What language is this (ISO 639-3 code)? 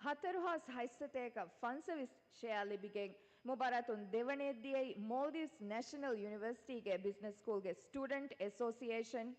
div